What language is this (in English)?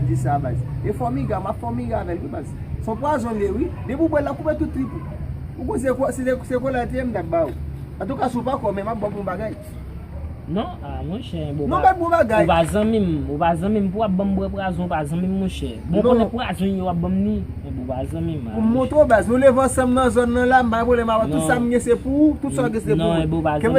Haitian Creole